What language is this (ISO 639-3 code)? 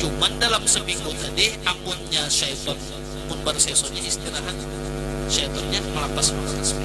bjn